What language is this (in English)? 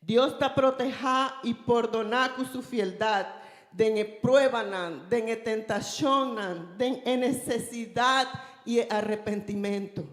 Papiamento